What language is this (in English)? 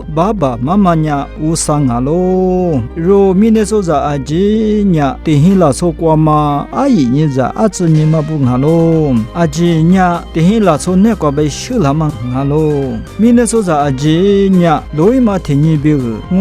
Lisu